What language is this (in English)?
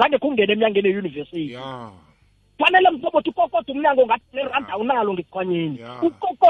South Ndebele